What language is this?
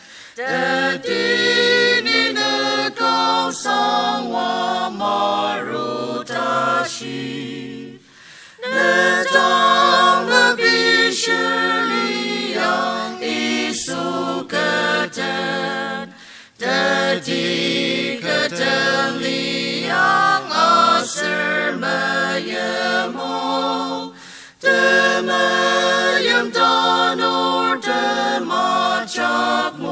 Ao Naga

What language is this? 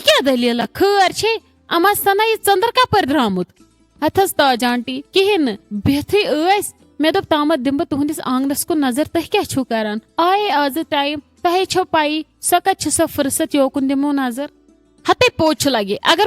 Kashmiri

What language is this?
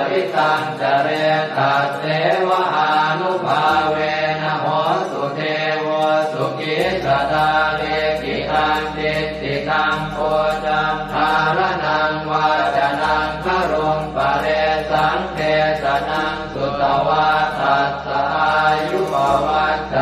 Pali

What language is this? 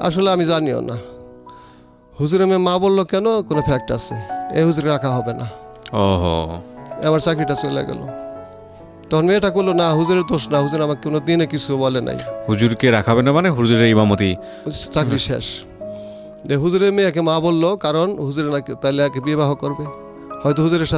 Bangla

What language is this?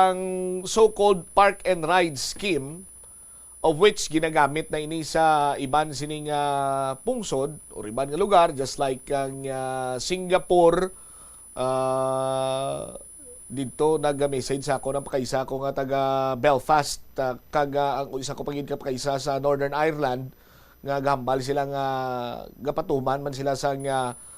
Hiligaynon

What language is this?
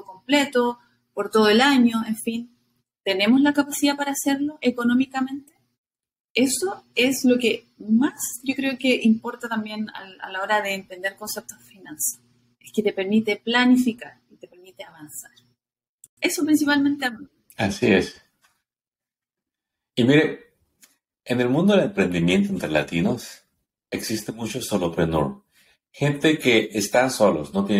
Spanish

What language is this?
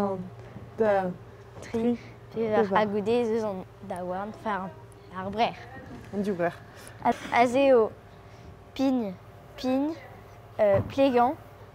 Breton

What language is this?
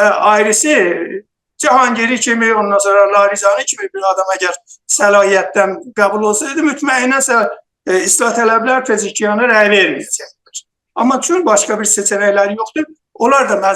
South Azerbaijani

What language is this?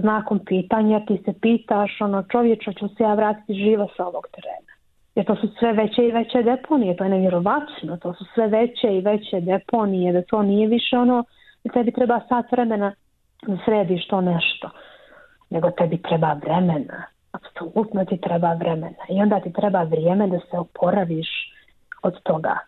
Bosnian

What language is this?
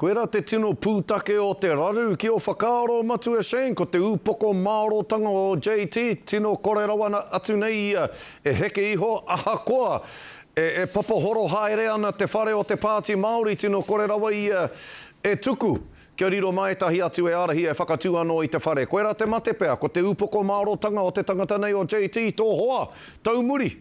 Māori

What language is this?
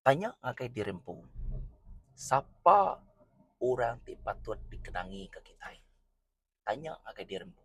Iban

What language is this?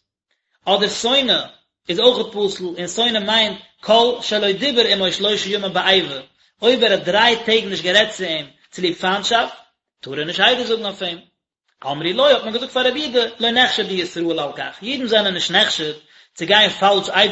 Yiddish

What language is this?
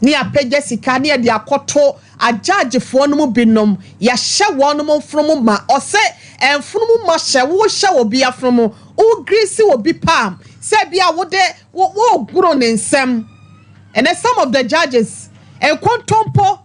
Akan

